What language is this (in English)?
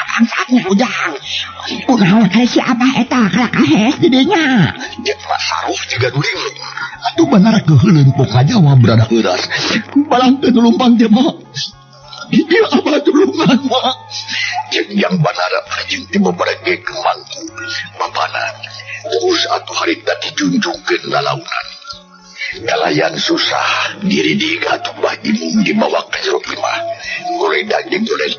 Sundanese